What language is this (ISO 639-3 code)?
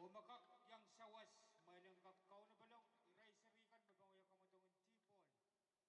pon